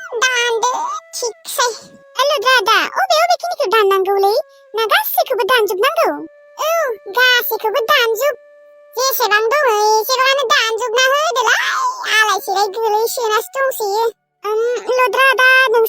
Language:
Bodo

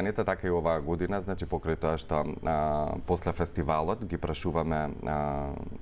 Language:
Macedonian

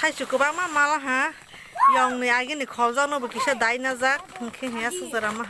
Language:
Kok Borok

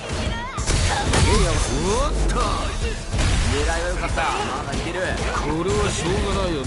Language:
Japanese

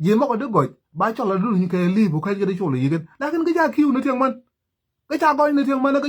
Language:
Nuer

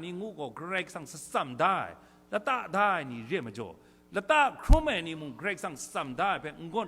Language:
Kachin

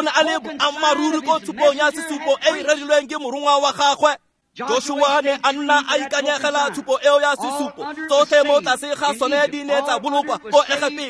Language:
Tswana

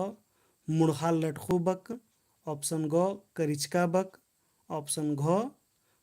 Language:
Kurukh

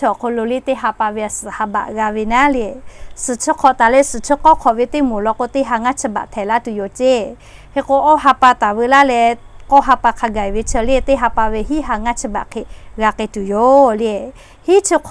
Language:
Lahu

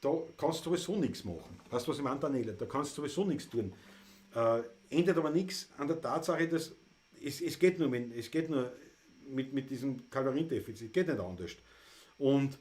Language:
Bavarian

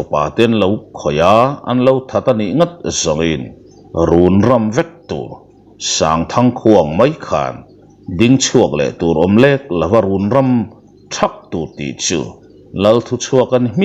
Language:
Mizo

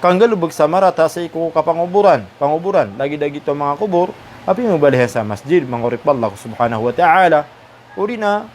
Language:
Maranao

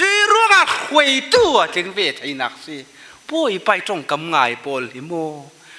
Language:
Falam Chin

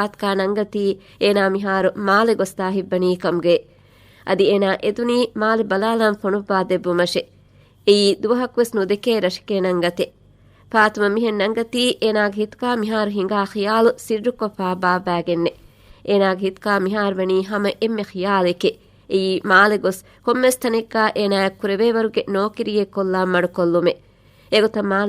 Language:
Divehi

